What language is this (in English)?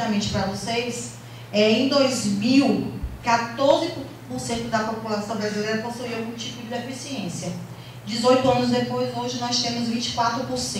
Portuguese